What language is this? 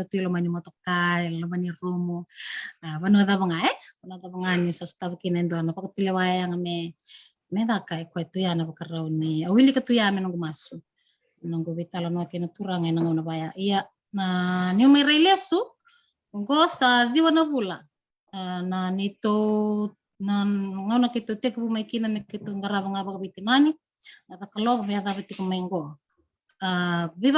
Fijian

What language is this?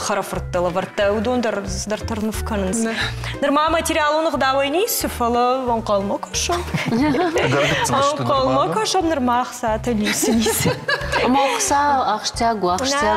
Ossetic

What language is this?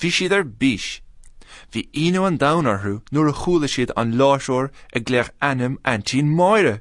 Irish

